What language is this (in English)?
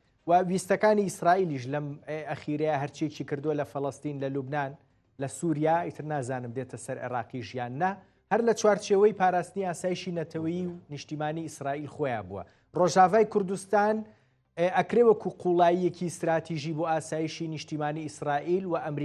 Central Kurdish